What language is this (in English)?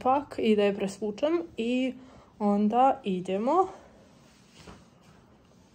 Croatian